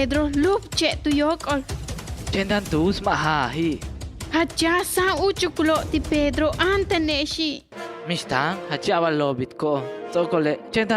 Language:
Yucateco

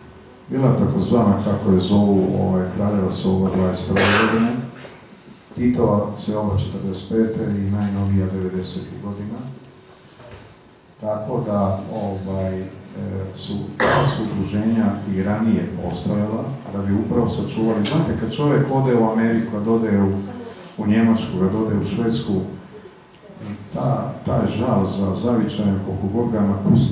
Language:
Croatian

